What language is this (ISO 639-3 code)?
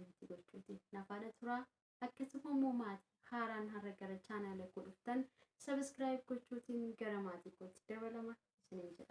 orm